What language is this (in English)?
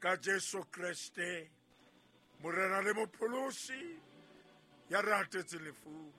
Southern Sotho